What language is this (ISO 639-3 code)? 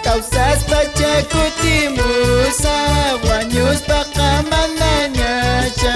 que